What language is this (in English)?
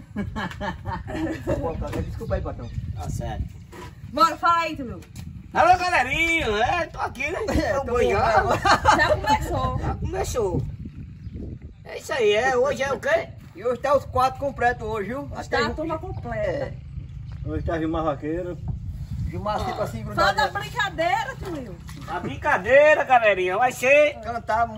Portuguese